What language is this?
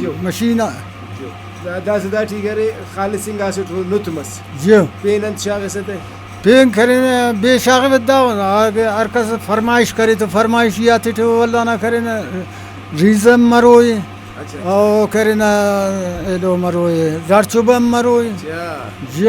Brahui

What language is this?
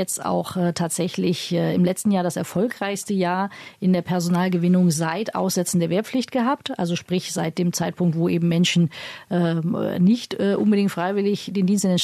German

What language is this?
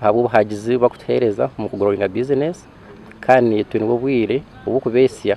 Nyankole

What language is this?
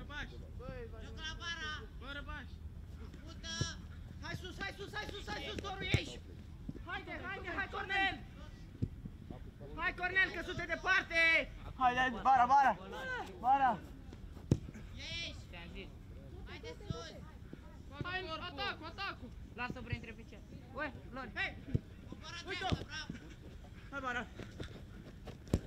Romanian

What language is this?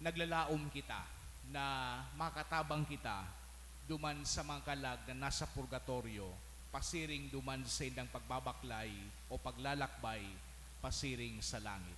Bikol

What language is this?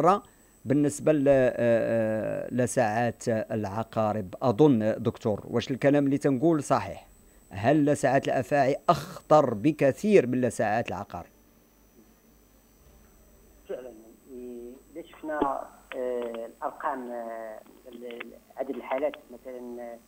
Moroccan Arabic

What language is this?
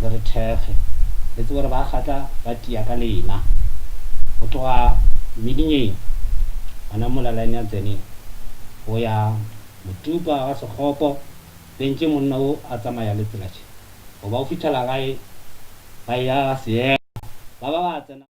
Northern Sotho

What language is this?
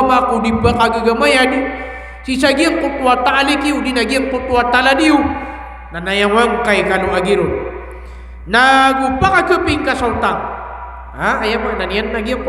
Maranao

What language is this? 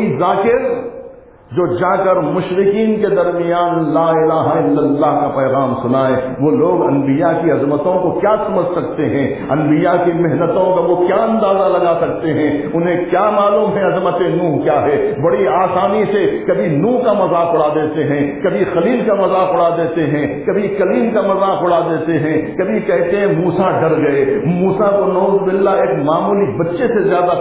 Urdu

